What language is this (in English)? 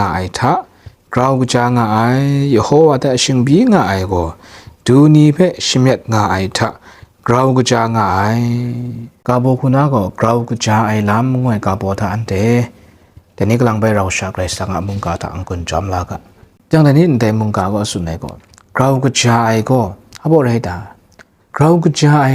Kachin